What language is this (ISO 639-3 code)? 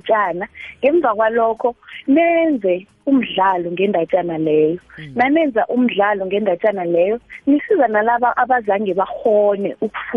nbl